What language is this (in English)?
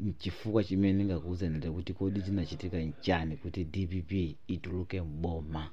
Nyanja